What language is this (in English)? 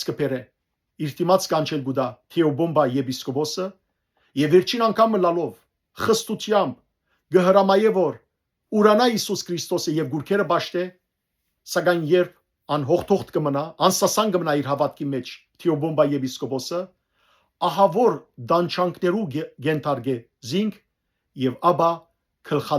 Western Armenian